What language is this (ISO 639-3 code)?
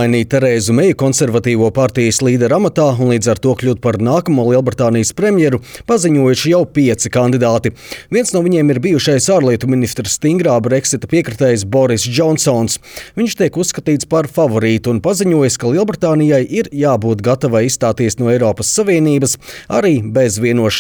lav